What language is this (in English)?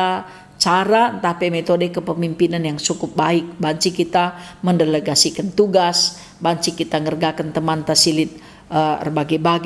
Batak Karo